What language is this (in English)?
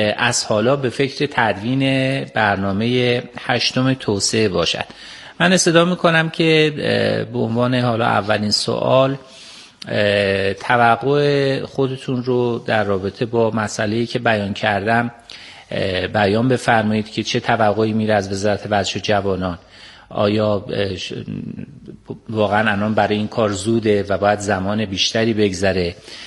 Persian